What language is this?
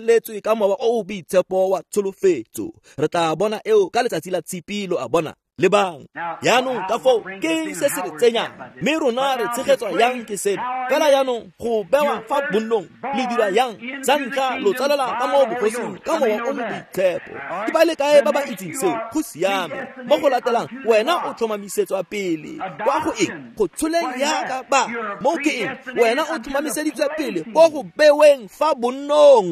Tswana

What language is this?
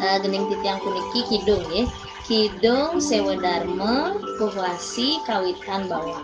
Balinese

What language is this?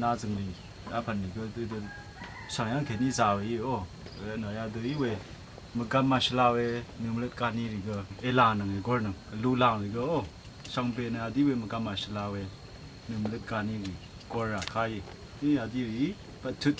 Rawang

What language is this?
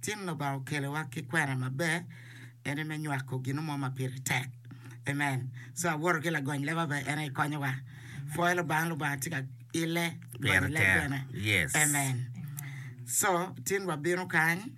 Acoli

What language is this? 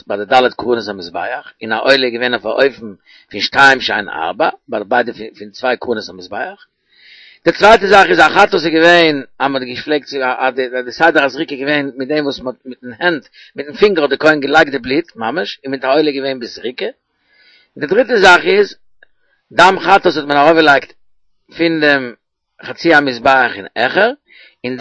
Yiddish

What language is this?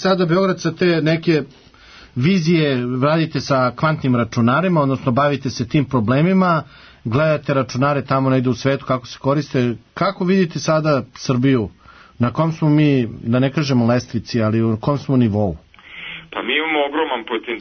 Serbian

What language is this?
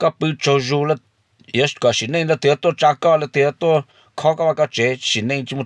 Hmong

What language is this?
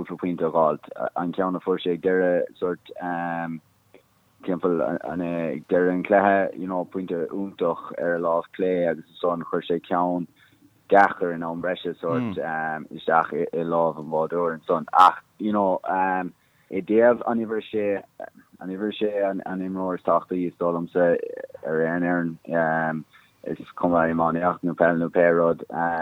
Irish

